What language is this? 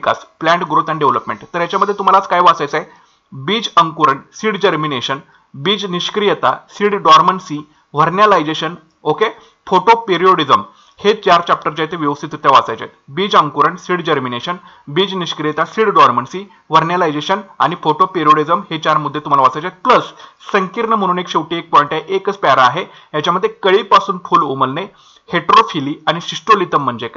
Marathi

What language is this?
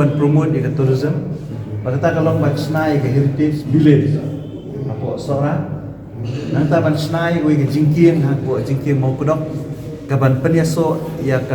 Khasi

